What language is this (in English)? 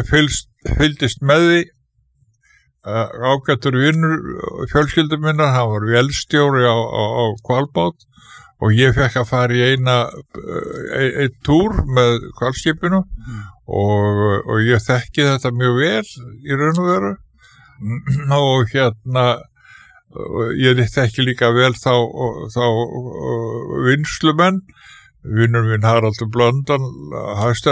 Icelandic